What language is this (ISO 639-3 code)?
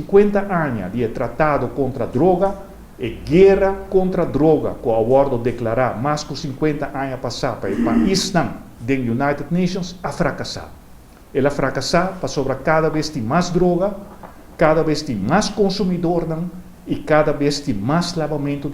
pap